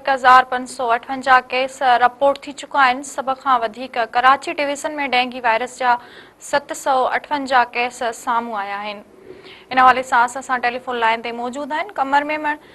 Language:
Sindhi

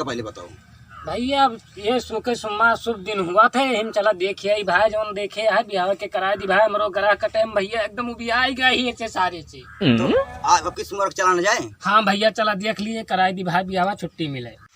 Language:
Awadhi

